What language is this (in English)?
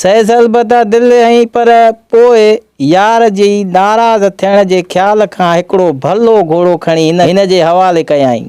Sindhi